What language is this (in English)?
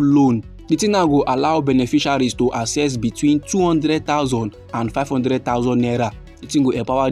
Nigerian Pidgin